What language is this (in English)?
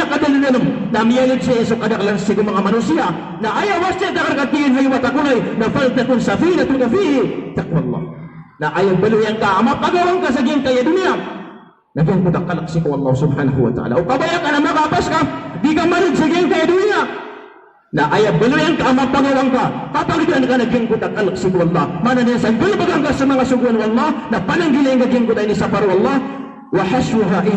Maranao